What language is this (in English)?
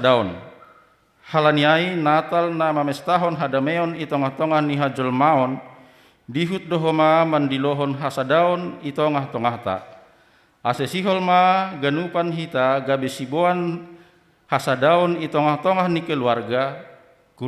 Batak Simalungun